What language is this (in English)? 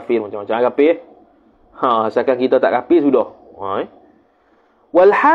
Malay